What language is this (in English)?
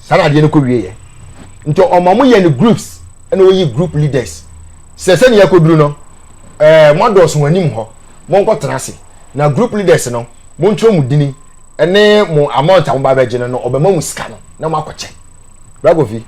Akan